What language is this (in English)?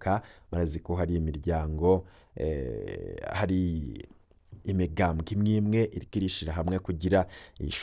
Rundi